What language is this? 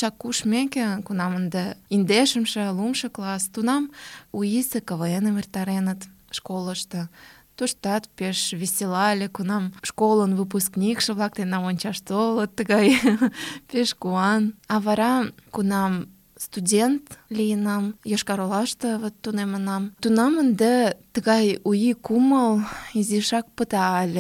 Mari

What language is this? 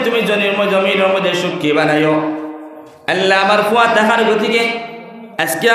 Sylheti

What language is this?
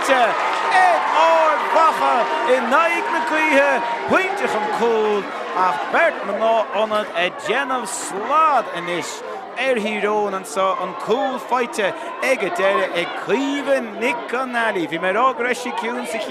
Irish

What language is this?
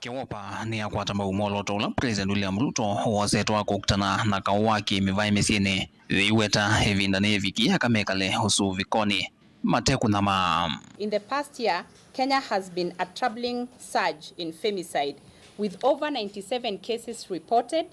Kamba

